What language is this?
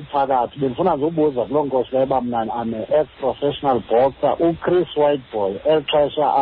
Xhosa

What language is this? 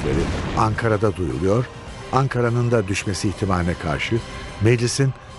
Turkish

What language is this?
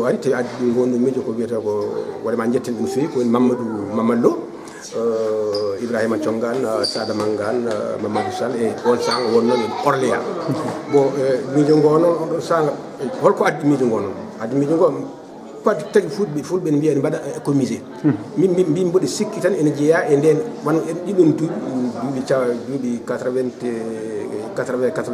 Fula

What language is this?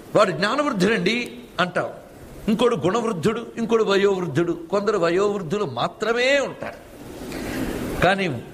Telugu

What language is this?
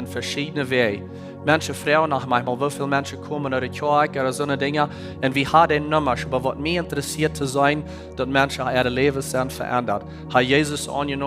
Plautdietsch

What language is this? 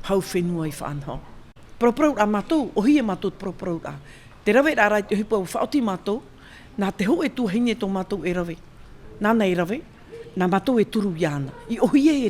Tahitian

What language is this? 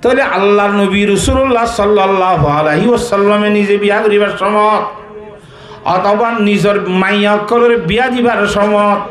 Rohingya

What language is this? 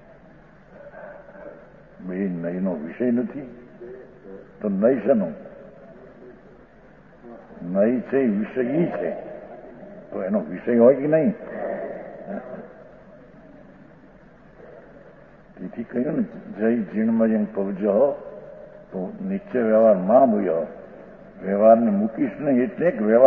Gujarati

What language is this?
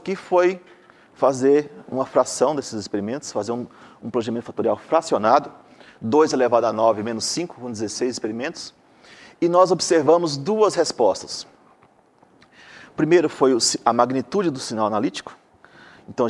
Portuguese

